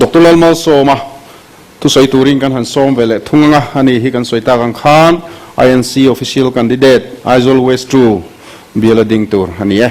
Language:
Mizo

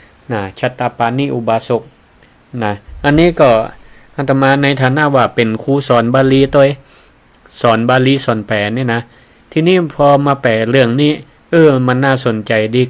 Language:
Northern Thai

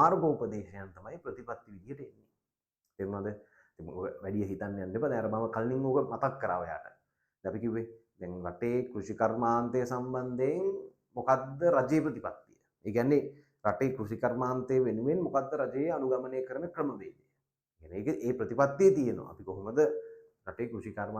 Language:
Sinhala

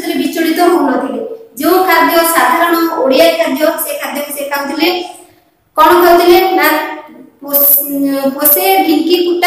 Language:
Odia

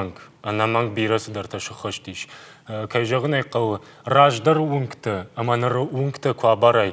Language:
Ossetic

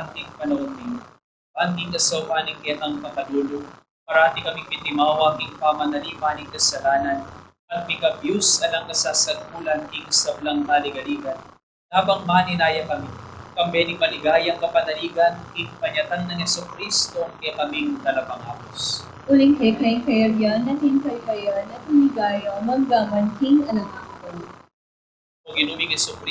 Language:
Pampanga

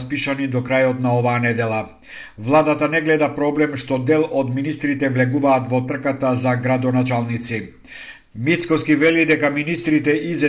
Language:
Macedonian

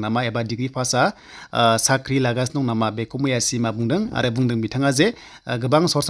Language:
Bodo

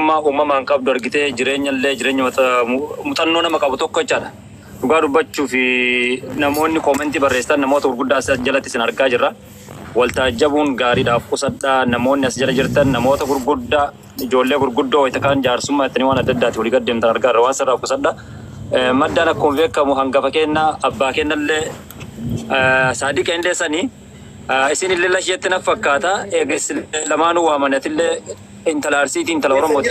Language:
Oromo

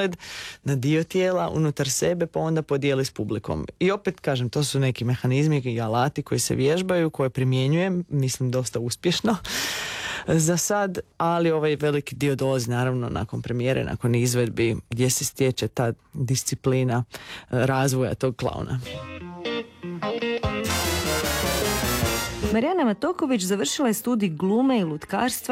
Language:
Croatian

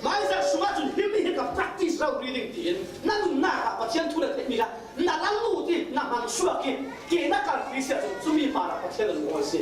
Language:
Falam Chin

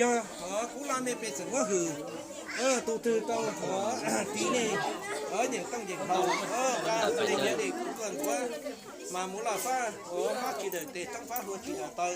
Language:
Hmong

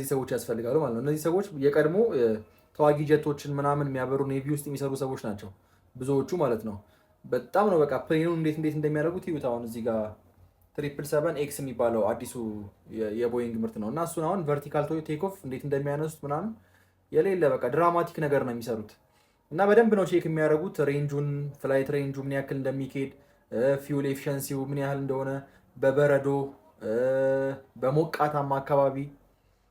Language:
Amharic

